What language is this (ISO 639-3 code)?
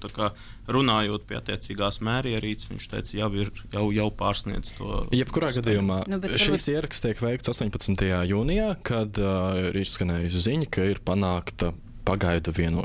lav